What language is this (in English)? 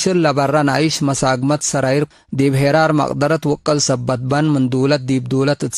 Tigre